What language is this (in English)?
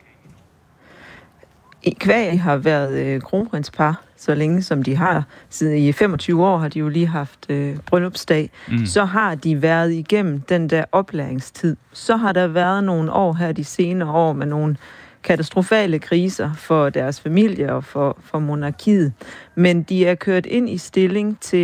Danish